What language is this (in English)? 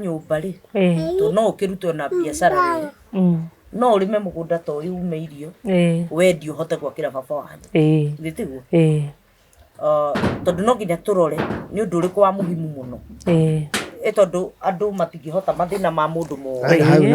Kikuyu